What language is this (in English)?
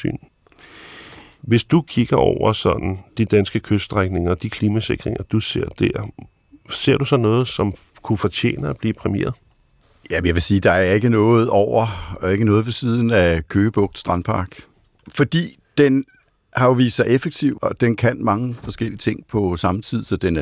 Danish